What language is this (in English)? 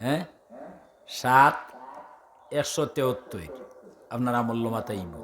Sylheti